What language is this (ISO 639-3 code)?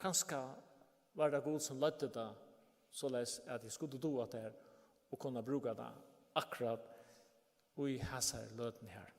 fao